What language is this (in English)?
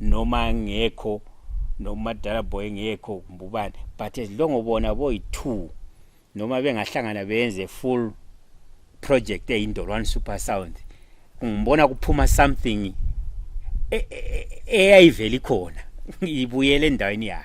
Zulu